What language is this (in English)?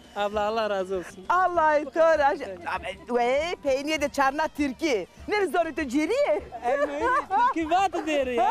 Zaza